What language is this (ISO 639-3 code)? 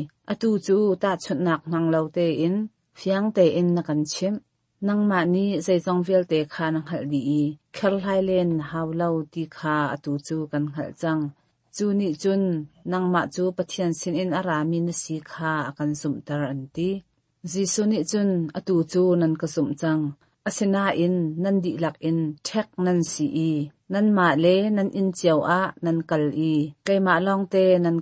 cnh